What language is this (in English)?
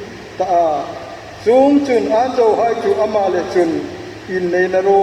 Hmar